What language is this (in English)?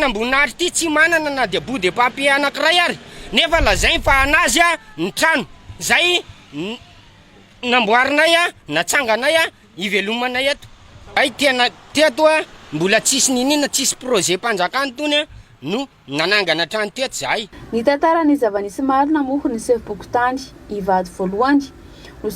Malagasy